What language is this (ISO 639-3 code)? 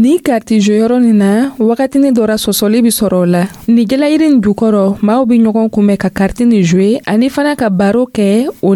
dyu